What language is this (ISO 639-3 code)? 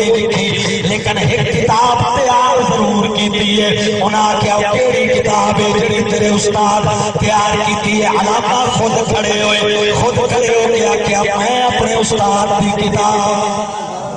skr